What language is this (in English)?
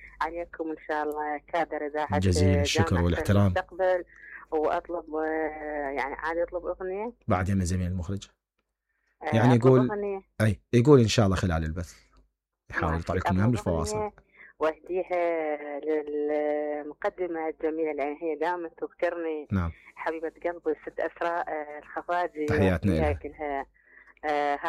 Mesopotamian Arabic